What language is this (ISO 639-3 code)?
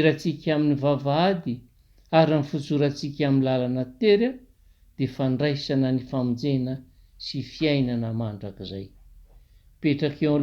mlg